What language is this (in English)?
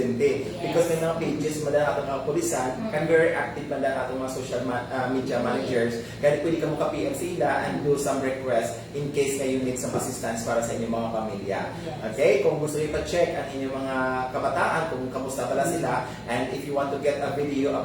Hiligaynon